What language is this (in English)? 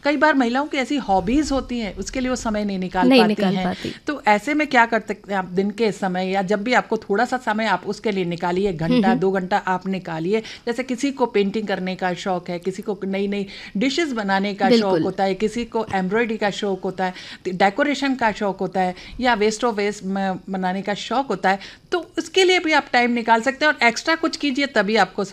Hindi